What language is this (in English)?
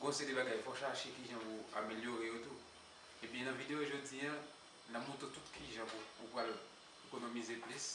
Haitian Creole